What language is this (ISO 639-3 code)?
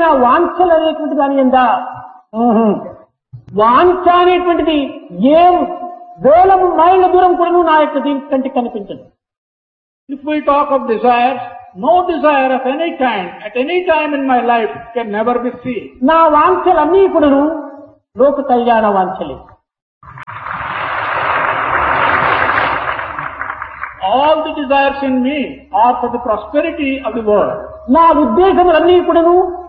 tel